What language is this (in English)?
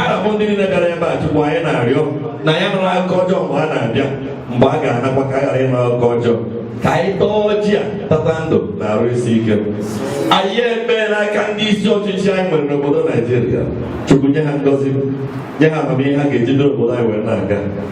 Igbo